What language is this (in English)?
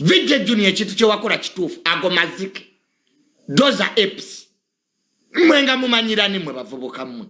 Ganda